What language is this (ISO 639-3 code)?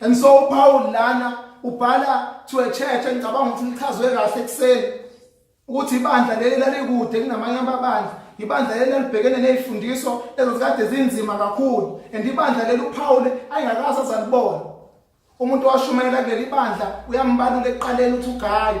zul